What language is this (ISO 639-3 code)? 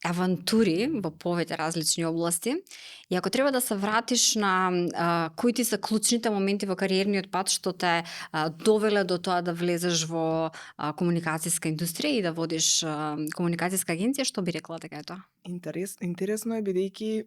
mkd